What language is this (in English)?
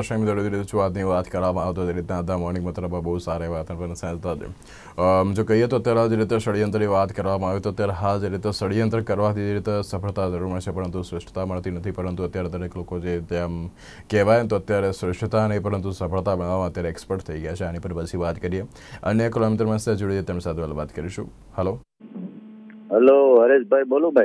Gujarati